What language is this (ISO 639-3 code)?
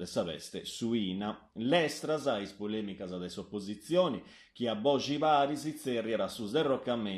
srd